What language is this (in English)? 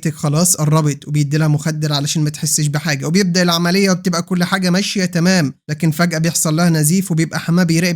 Egyptian Arabic